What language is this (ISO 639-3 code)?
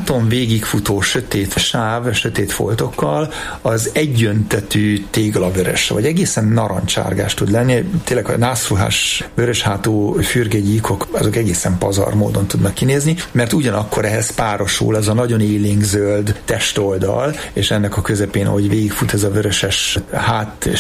hun